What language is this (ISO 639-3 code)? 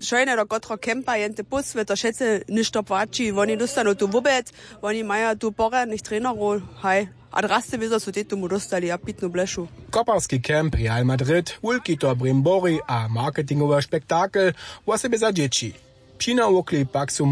hsb